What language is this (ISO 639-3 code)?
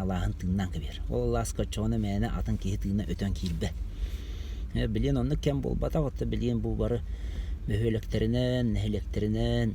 sah